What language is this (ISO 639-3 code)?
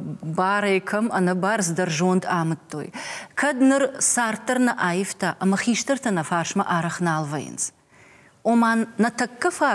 oss